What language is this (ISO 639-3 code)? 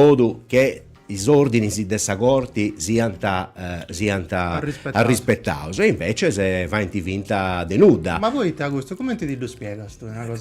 srd